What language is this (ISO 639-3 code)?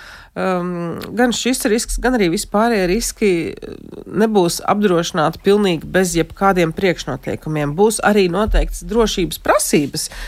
lav